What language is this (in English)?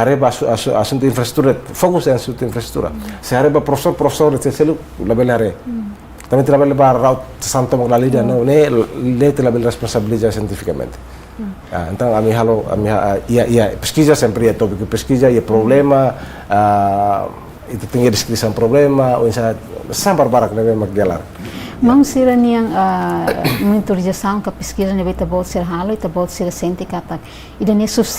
Tetum